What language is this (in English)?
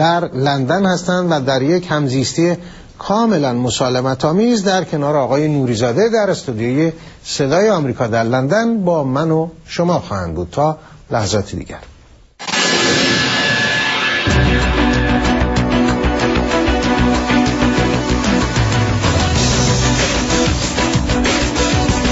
Persian